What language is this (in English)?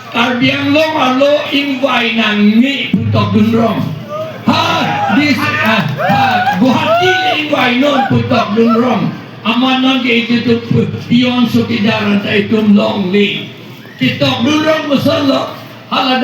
Karbi